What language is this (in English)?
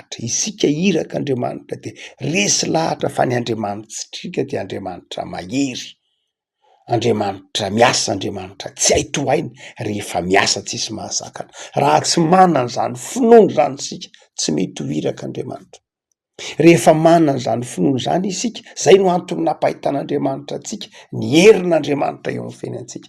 Malagasy